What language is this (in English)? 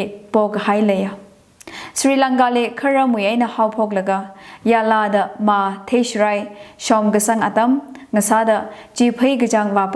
Tangkhul Naga (India)